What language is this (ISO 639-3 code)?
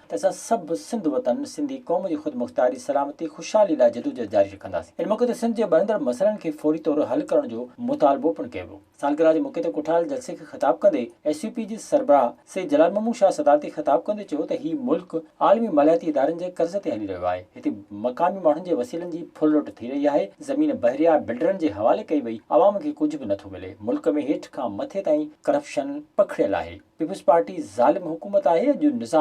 snd